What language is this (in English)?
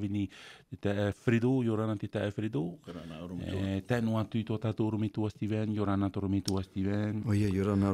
Tahitian